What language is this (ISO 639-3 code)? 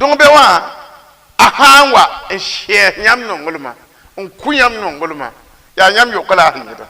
mos